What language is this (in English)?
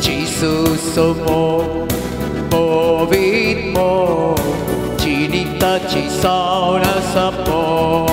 Konkani